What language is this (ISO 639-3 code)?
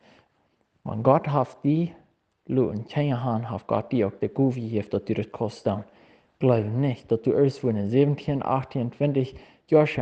pdt